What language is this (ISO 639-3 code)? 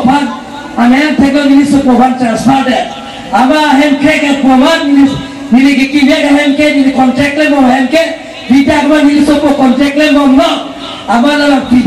mjw